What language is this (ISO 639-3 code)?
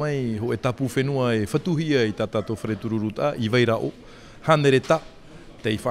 tah